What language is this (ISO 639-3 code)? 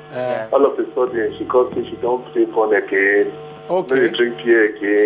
pcm